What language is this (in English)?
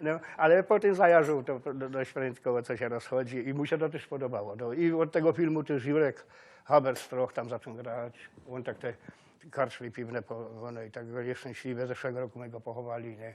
Silesian